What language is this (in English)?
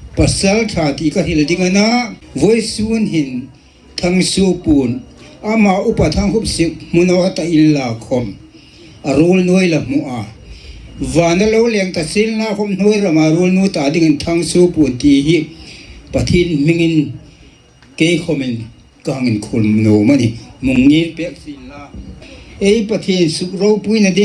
Hmar